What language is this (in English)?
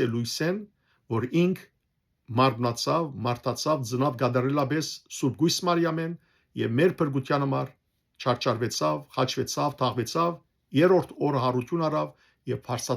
Western Armenian